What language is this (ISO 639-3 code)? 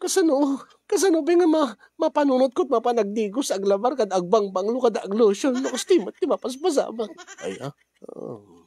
ilo